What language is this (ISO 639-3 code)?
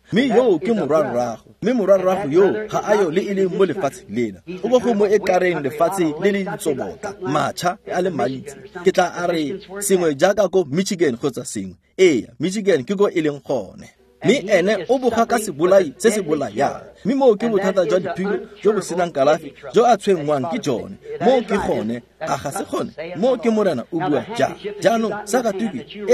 tsn